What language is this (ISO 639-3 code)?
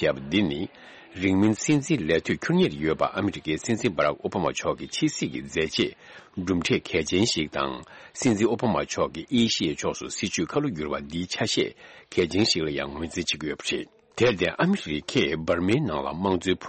bod